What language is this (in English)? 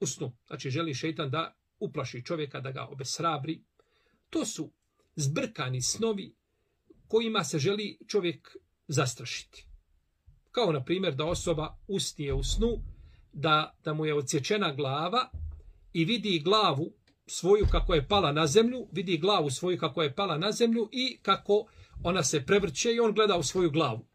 Bosnian